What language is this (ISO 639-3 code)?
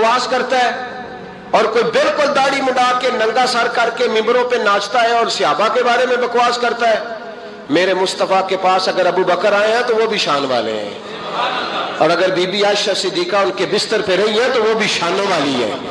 urd